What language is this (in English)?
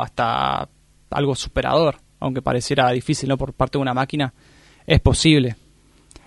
Spanish